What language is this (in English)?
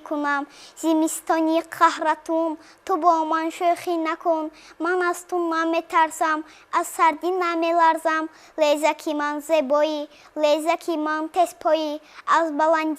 Tajik